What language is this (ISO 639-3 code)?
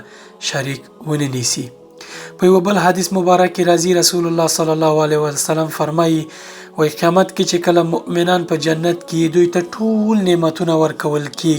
pus